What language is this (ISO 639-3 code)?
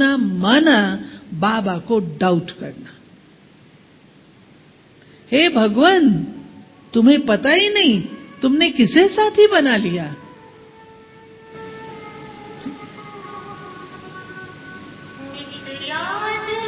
hin